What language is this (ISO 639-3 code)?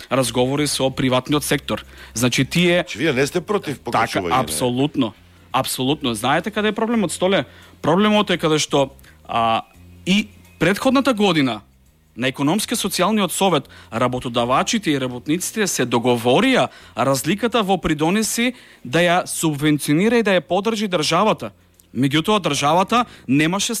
mkd